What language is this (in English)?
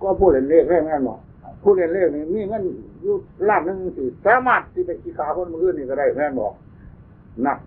Northeastern Thai